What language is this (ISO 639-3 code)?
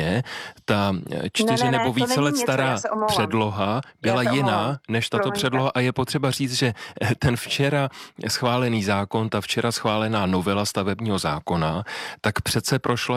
ces